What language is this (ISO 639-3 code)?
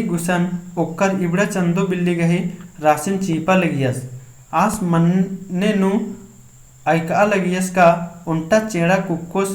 kru